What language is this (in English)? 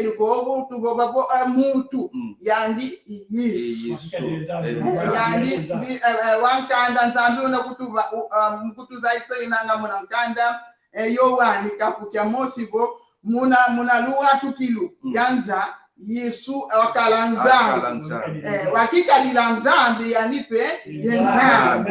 Kongo